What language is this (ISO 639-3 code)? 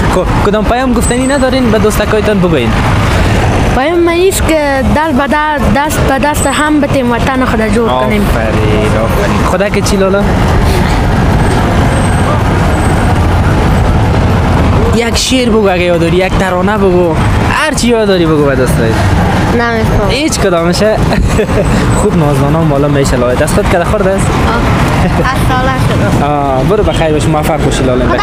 fas